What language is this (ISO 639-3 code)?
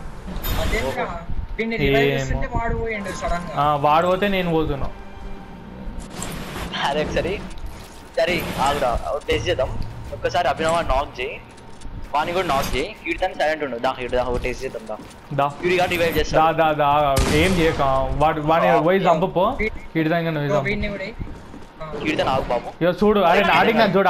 tel